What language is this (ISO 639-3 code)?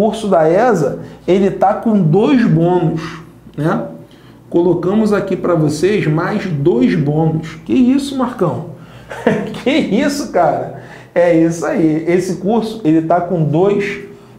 por